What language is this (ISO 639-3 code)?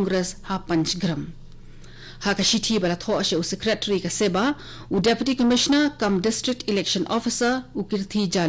kha